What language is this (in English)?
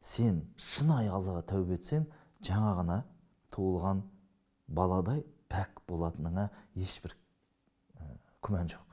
Kazakh